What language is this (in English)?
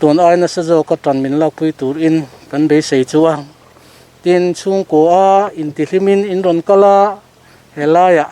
Mizo